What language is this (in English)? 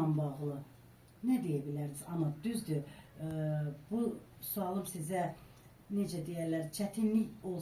Azerbaijani